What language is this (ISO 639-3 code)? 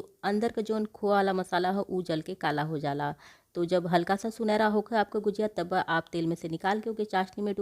bho